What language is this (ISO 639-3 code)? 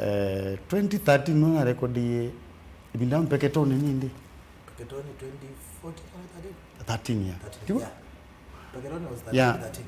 kam